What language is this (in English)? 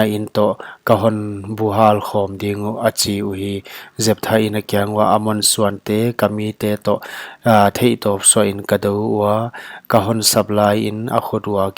Paite Chin